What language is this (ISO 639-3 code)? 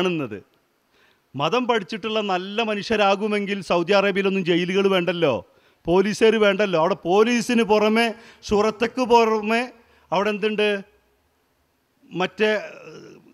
mal